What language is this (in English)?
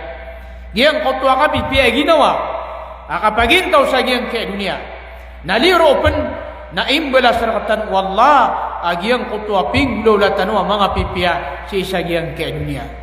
Maranao